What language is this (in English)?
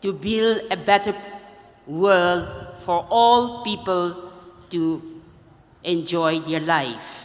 Tangkhul Naga (India)